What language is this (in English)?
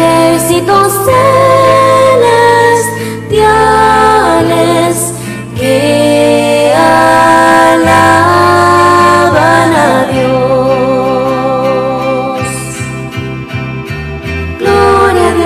Spanish